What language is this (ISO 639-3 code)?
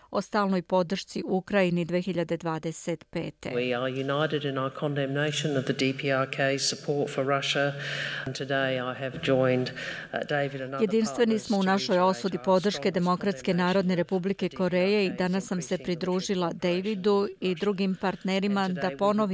bos